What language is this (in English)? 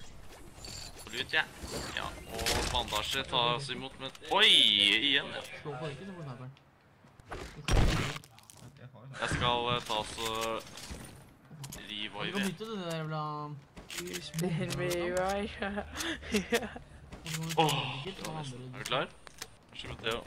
Norwegian